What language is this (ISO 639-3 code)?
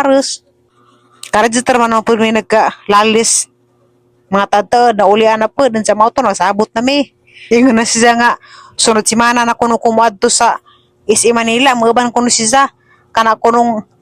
ceb